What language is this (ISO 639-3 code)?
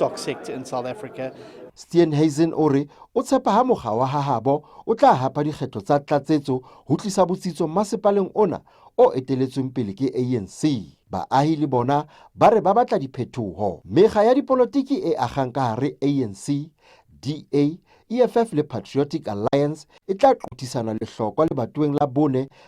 sot